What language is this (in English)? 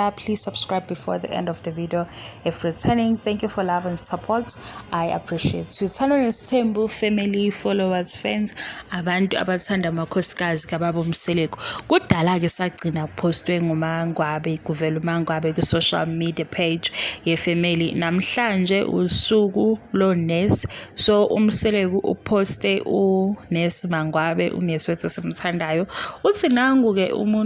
Zulu